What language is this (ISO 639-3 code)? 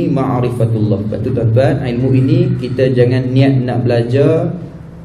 msa